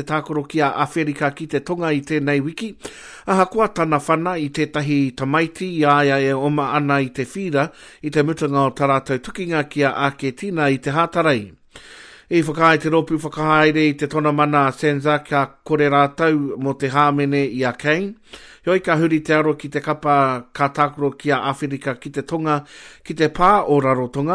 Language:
Māori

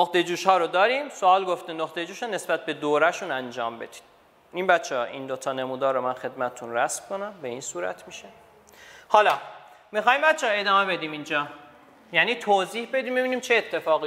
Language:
Persian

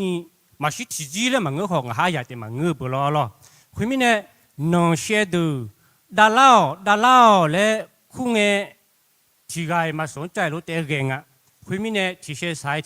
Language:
Akha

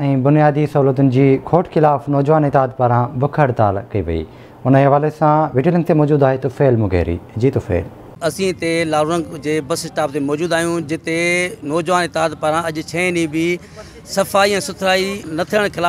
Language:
Sindhi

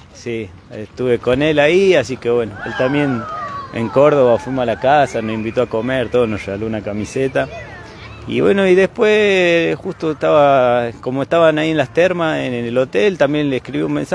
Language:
Spanish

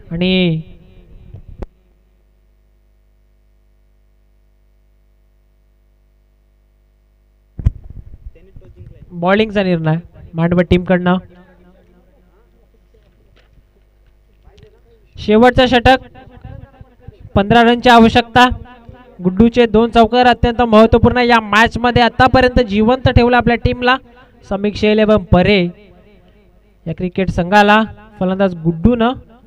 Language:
Marathi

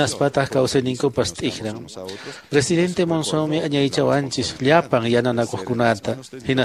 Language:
Quechua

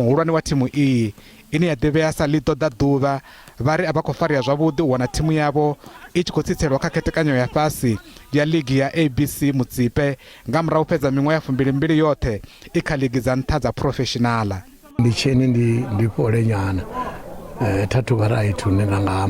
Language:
Venda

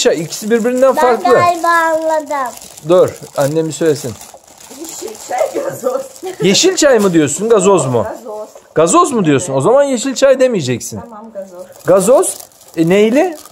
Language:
Turkish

